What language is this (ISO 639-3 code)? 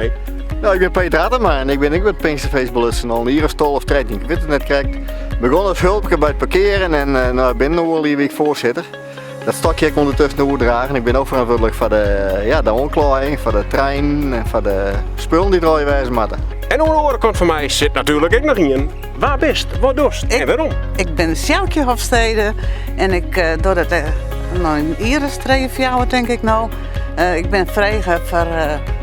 fry